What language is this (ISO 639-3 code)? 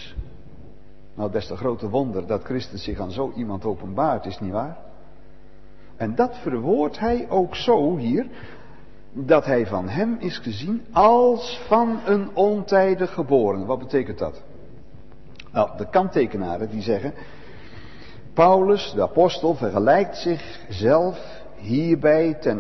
nld